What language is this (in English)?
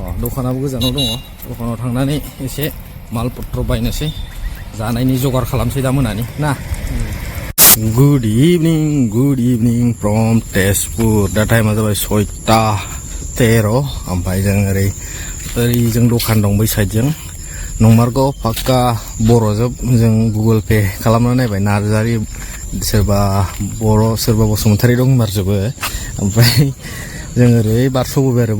Bodo